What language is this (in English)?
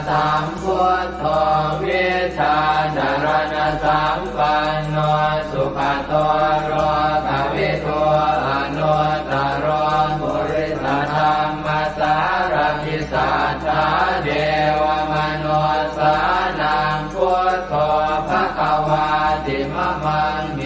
Pali